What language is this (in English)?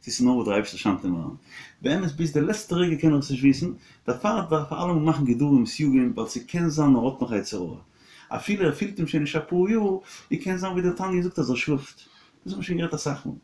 Yiddish